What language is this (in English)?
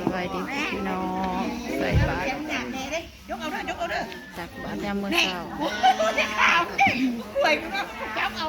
Northeastern Thai